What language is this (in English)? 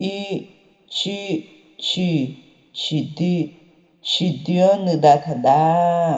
Akha